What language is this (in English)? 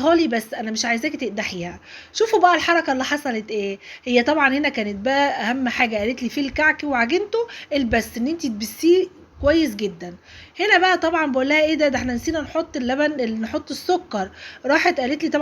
Egyptian Arabic